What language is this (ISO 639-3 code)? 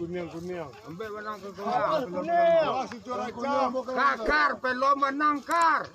min